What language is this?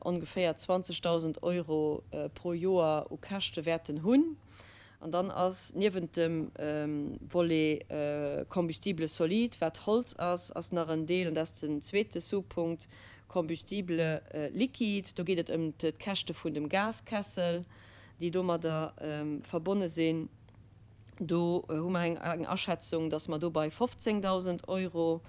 Luxembourgish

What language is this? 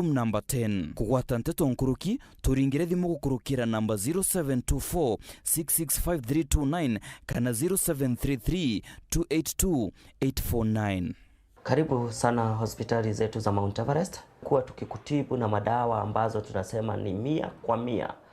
Meru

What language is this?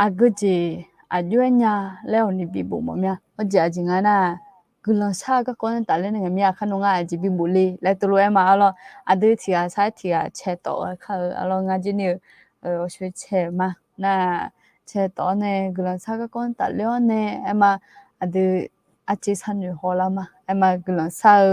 Akha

